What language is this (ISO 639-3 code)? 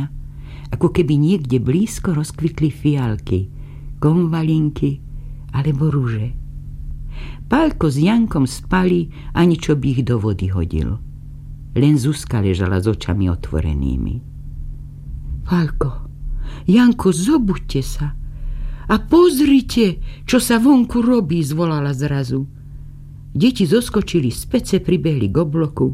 slk